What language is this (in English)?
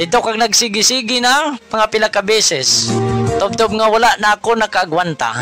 Hiligaynon